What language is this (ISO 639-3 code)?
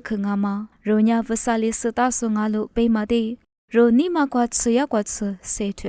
lis